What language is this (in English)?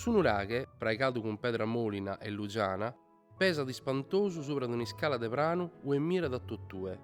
Sardinian